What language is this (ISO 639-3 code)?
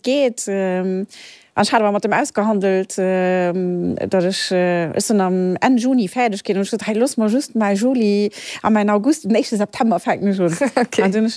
ltz